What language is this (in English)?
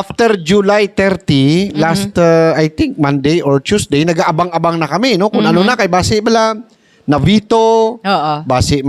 Hiligaynon